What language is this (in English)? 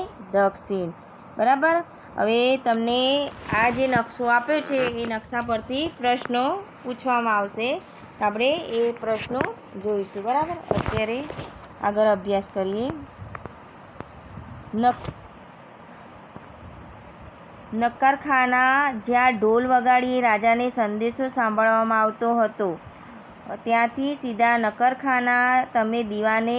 Gujarati